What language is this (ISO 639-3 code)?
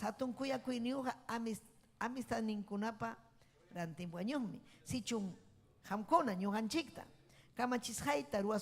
quy